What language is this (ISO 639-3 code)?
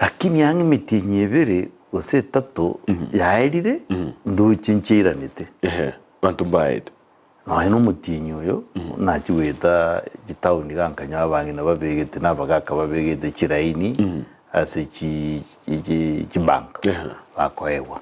guz